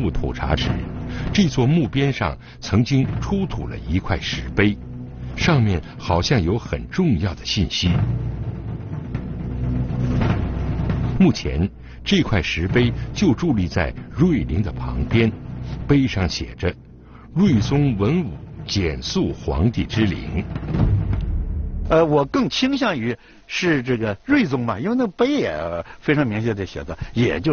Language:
Chinese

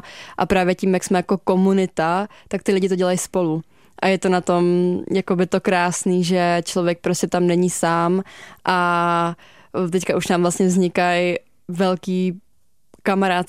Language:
Czech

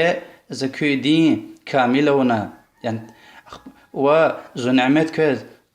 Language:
Lezghian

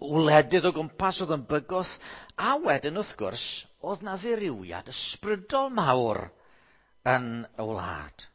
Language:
Welsh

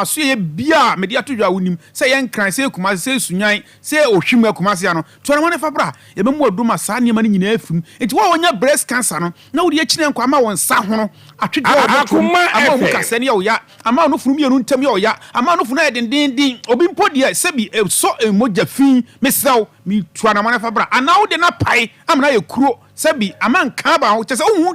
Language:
Akan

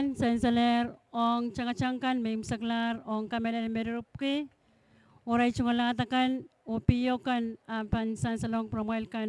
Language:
Pohnpeian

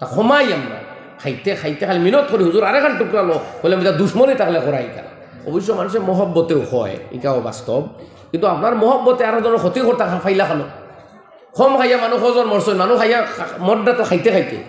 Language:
Sylheti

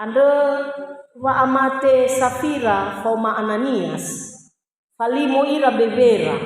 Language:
Nias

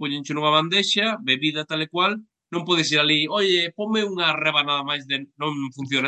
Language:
Galician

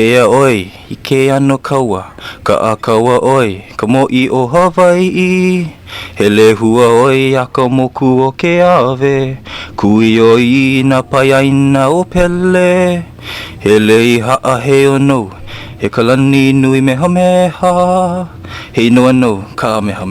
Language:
Hawaiian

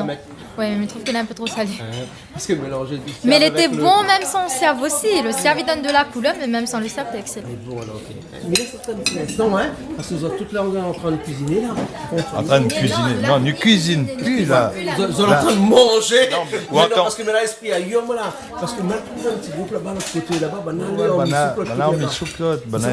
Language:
Réunion Creole French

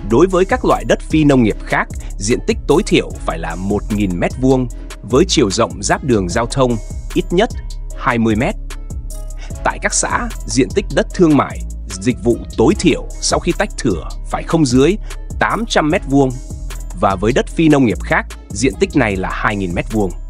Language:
Vietnamese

